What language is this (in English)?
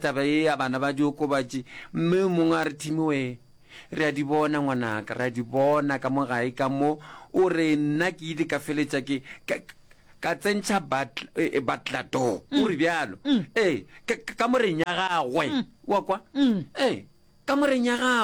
Northern Sotho